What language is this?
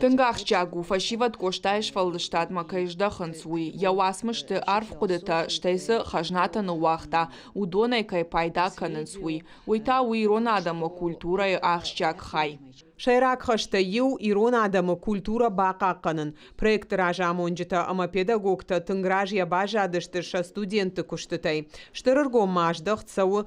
Ossetic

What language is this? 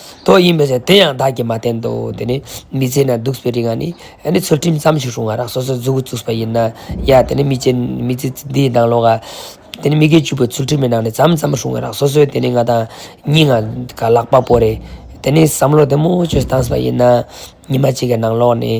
Ladakhi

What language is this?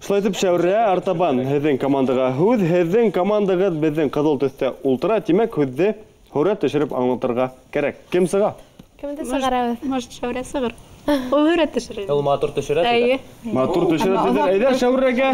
Bashkir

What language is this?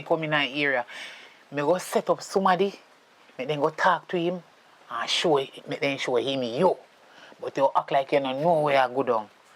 Jamaican Creole English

